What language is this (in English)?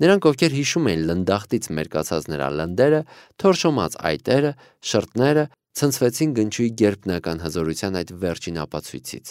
Armenian